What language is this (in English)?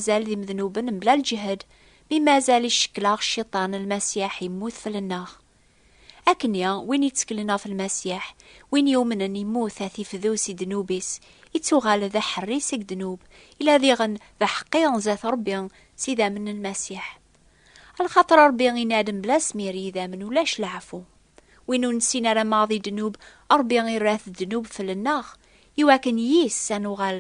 Kabyle